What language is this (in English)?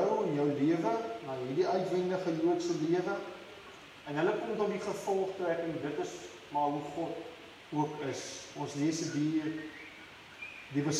Afrikaans